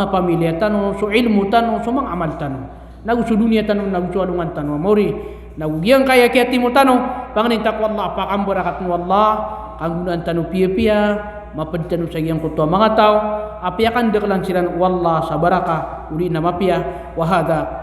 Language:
Maranao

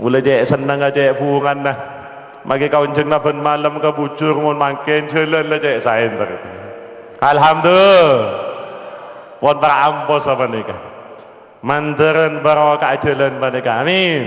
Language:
Madurese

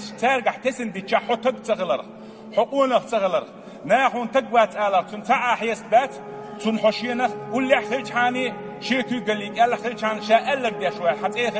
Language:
Chechen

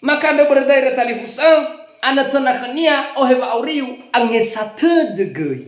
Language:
Nias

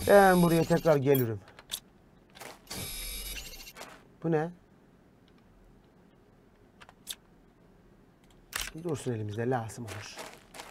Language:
Turkish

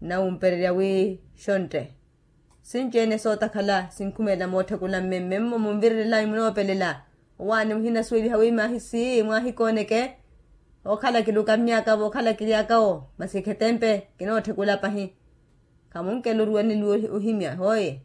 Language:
Makhuwa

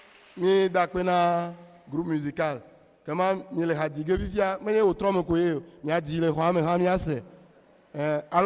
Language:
Ewe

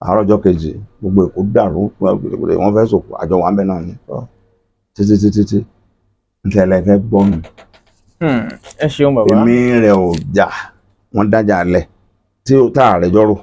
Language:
Yoruba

